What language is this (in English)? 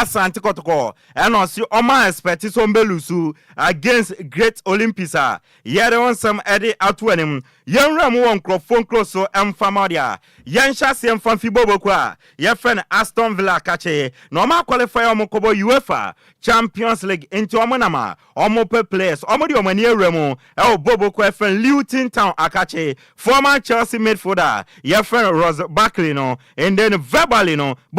Akan